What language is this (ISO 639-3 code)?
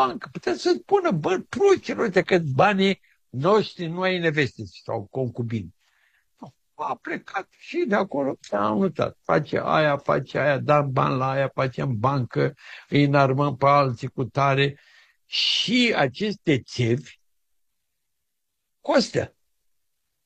ron